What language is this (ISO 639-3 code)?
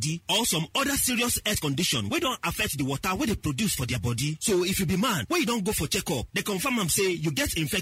pcm